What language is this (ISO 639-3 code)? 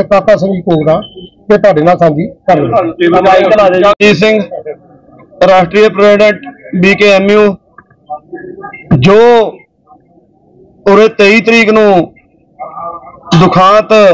pan